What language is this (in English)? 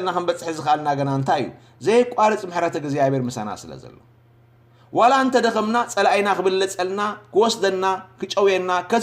Tigrinya